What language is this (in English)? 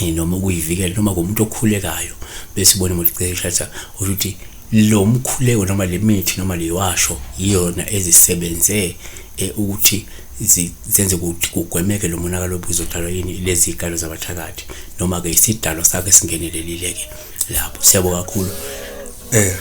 Zulu